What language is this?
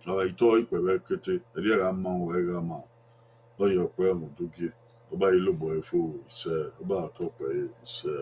Bini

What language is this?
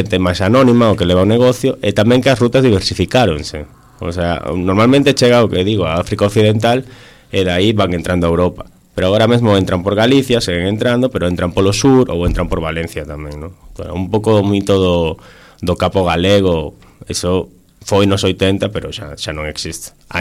Galician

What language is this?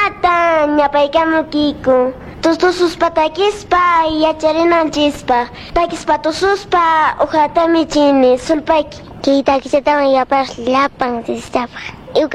Quechua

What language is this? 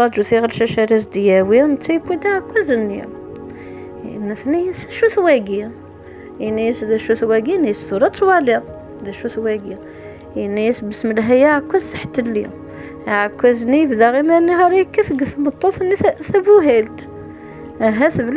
Kabyle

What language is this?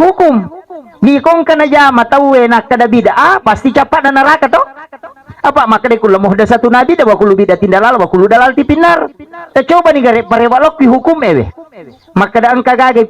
Buginese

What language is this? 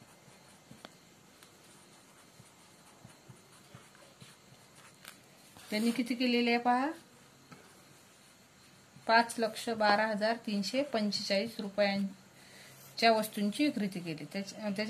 Marathi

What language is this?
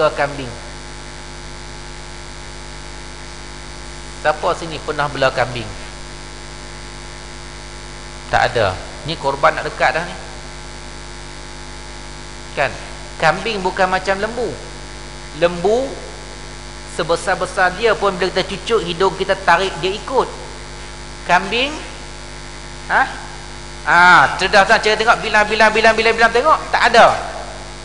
Malay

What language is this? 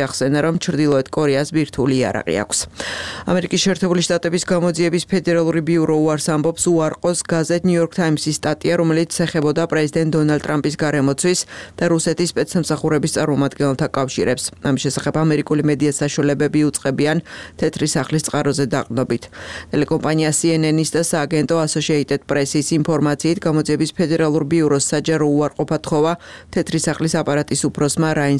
Georgian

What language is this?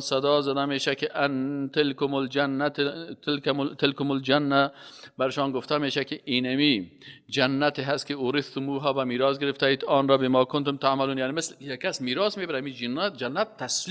Persian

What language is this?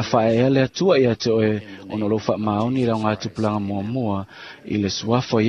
Samoan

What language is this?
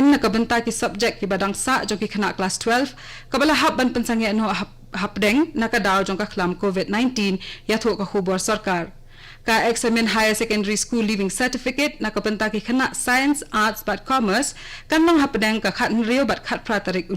Khasi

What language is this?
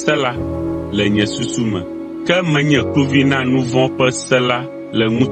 Ewe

